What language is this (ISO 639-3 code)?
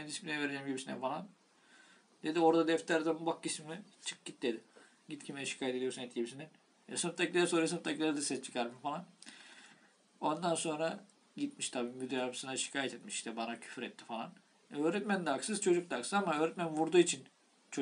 tur